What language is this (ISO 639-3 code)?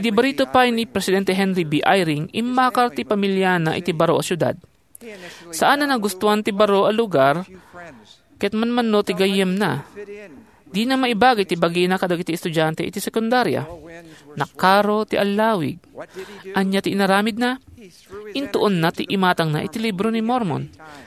ilo